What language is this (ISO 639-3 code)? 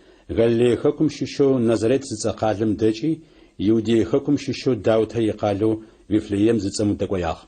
ady